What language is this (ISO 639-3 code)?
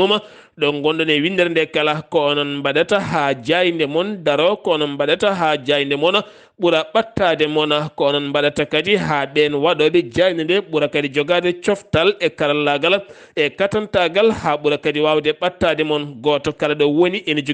ful